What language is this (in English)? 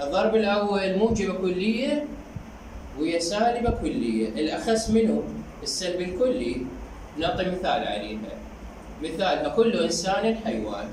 Mesopotamian Arabic